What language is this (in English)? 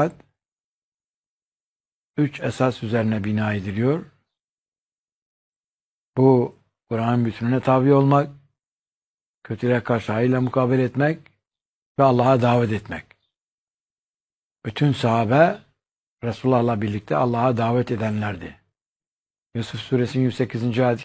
Turkish